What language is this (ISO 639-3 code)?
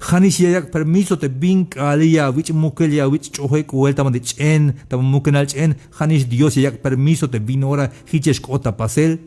tzh